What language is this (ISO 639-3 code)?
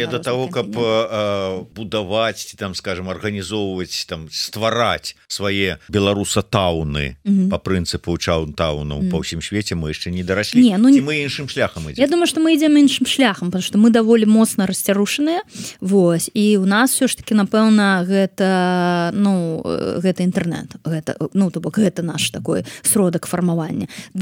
bel